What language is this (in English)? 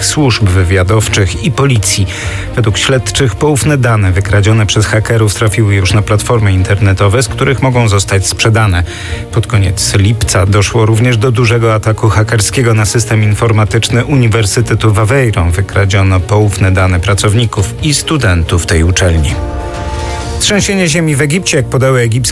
Polish